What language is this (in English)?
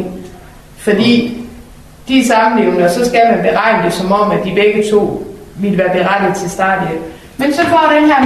Danish